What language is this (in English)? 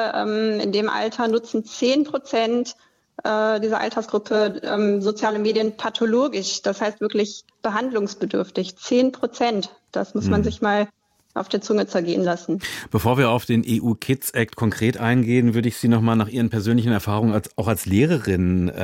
German